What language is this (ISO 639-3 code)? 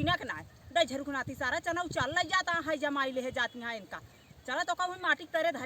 awa